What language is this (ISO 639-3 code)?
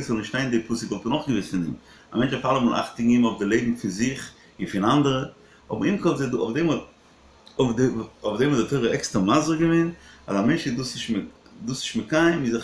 yid